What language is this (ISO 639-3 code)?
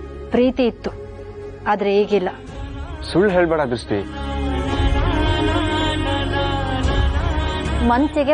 kan